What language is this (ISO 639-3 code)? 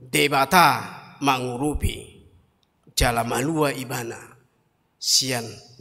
bbc